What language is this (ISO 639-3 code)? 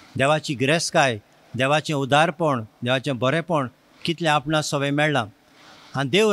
kok